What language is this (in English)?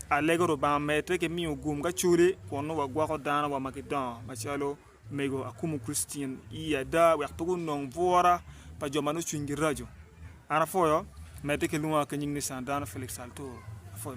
Acoli